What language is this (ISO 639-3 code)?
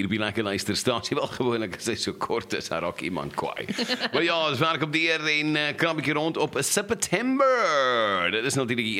afr